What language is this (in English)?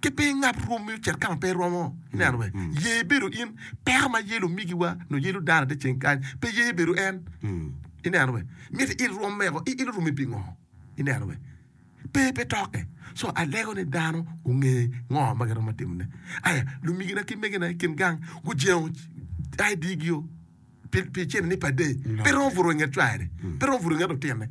Acoli